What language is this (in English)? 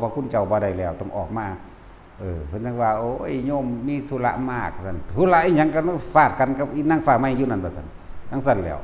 Northeastern Thai